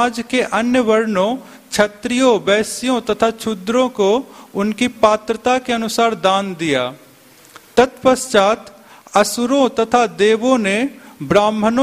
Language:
Hindi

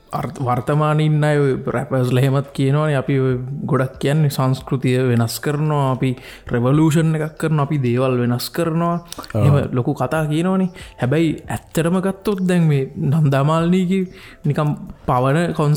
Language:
Sinhala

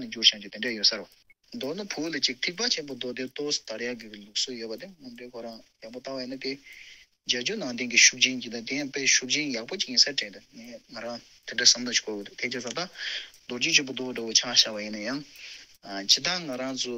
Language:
Tibetan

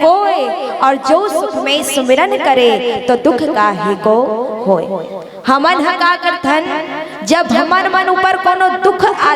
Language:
Chhattisgarhi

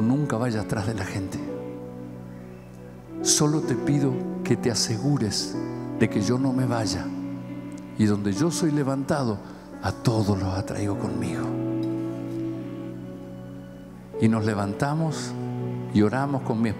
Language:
Spanish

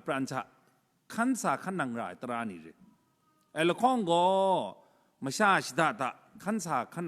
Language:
Kachin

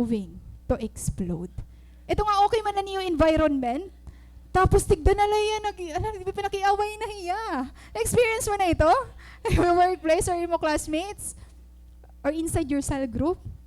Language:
Waray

